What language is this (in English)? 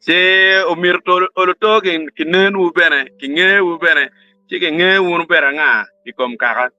Acoli